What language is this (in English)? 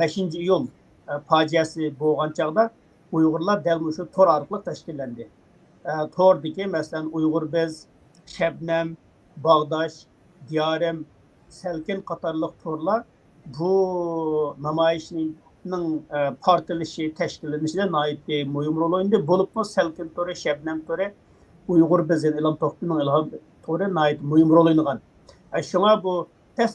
Uyghur